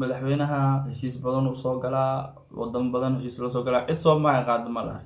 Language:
Somali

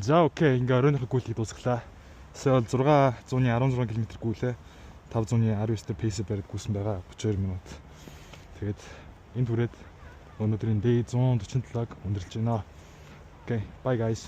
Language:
Mongolian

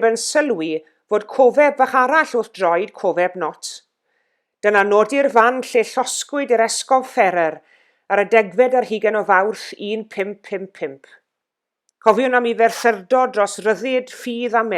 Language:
Welsh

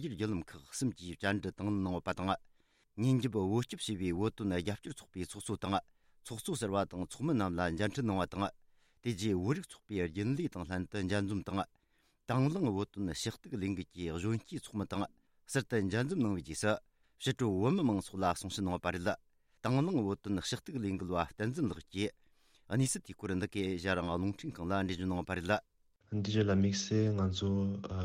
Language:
Tibetan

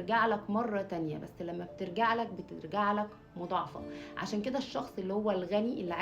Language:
Egyptian Arabic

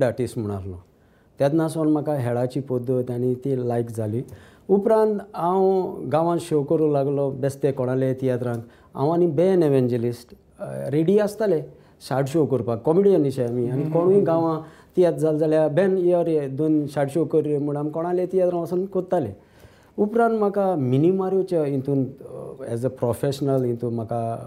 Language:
Konkani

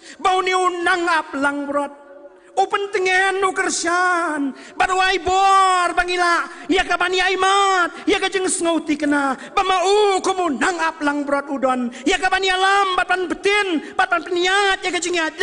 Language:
Khasi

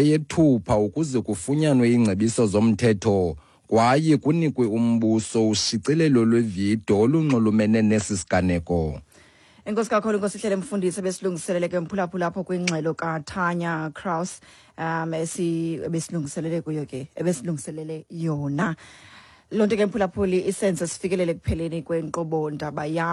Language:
Xhosa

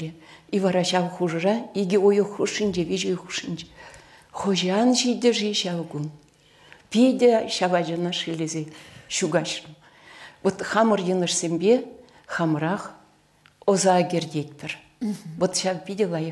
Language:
Chuvash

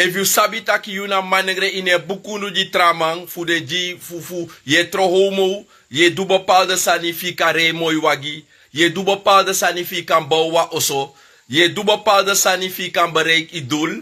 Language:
Sranan Tongo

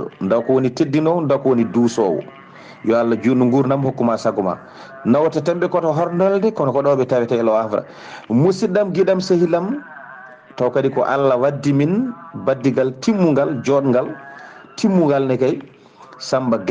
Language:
Fula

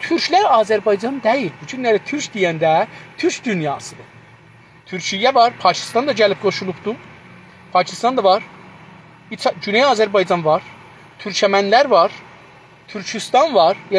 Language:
South Azerbaijani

